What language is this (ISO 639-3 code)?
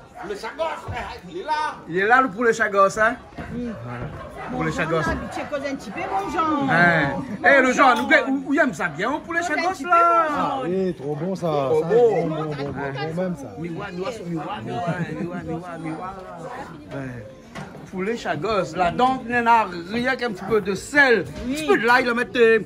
rcf